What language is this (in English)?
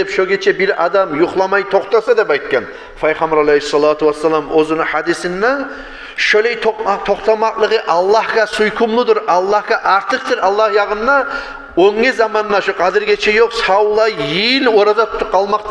Kumyk